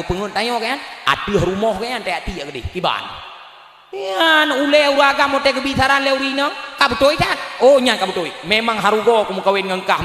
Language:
Achinese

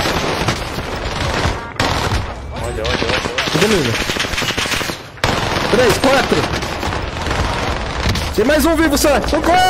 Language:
Portuguese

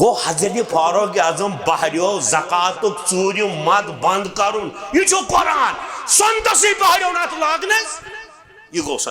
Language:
Kashmiri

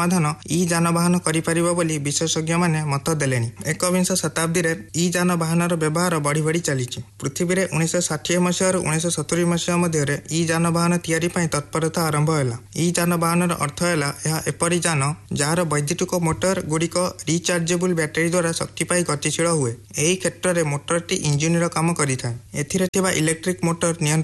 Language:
Odia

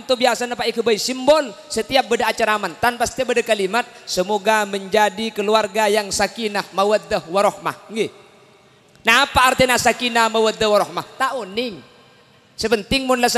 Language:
Madurese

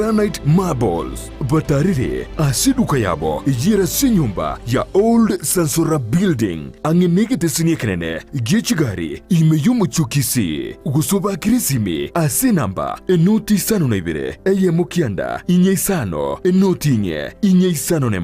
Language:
Gusii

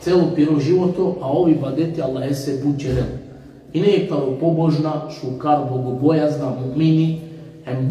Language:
Balkan Romani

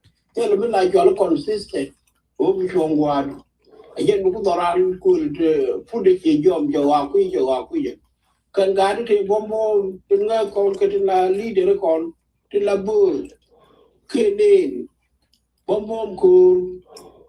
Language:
Nuer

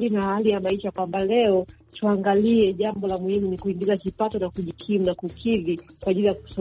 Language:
Swahili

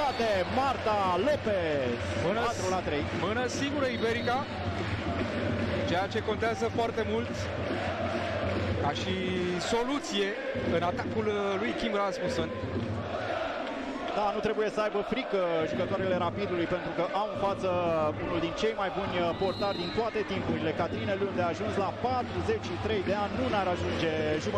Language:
Romanian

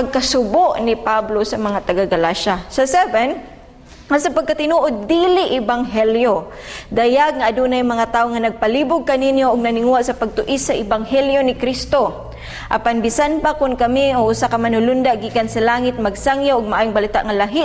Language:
Cebuano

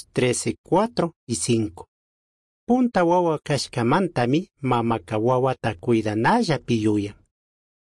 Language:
Chimborazo Highland Quichua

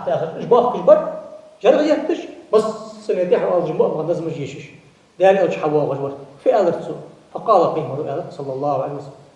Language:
Ingush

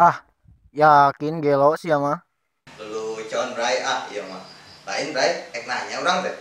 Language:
Sundanese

